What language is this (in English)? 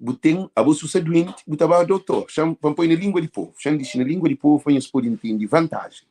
Kabuverdianu